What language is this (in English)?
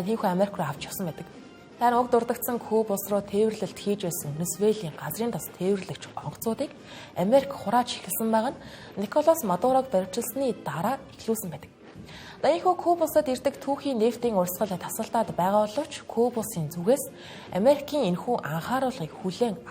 Mongolian